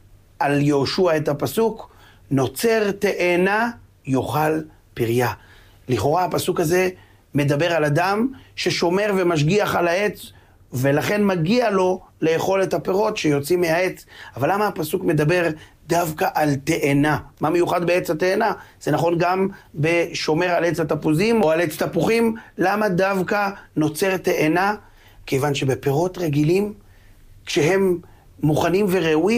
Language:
Hebrew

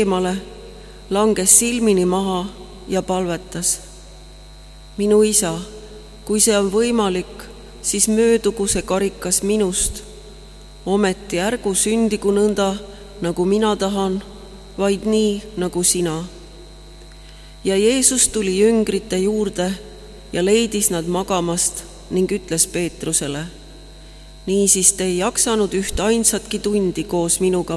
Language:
Estonian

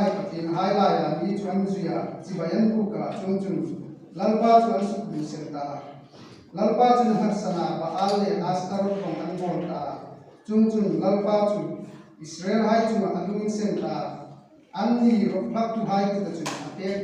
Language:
Hmar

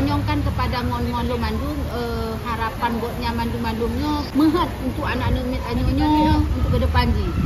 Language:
Achinese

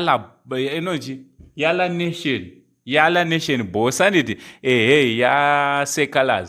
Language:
Shona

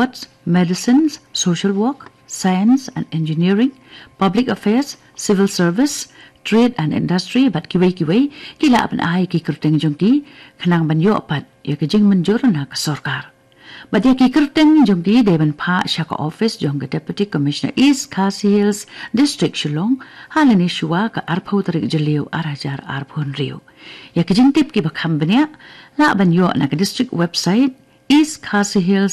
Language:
Khasi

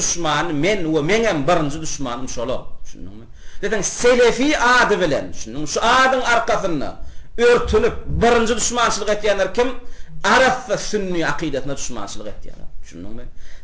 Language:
Turkmen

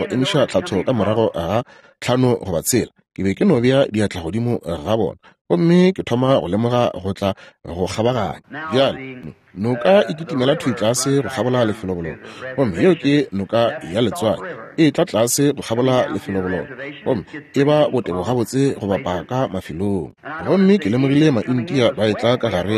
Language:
Northern Sotho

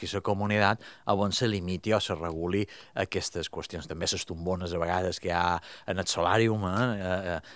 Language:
Catalan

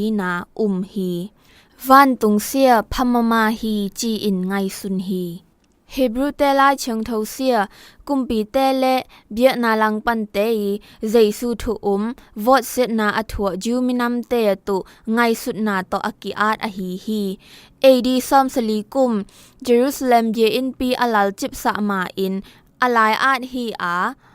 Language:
Zou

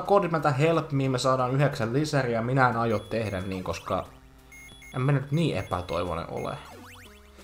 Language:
Finnish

